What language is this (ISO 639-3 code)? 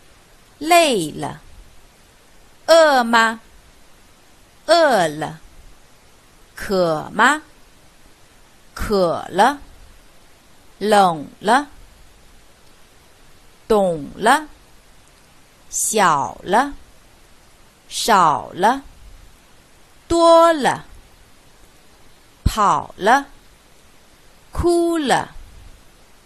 zho